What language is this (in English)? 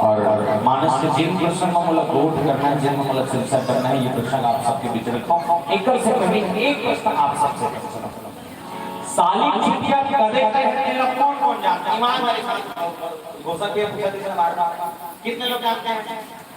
Chhattisgarhi